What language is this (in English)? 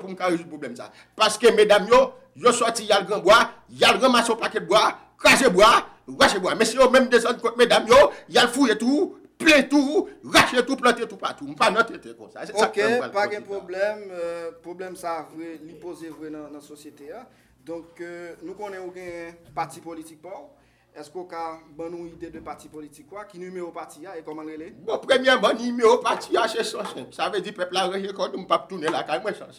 Haitian Creole